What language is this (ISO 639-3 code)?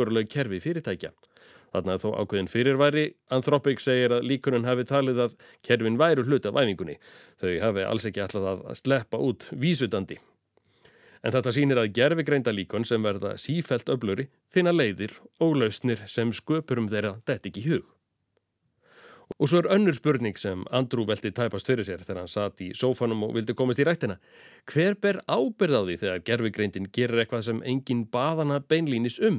isl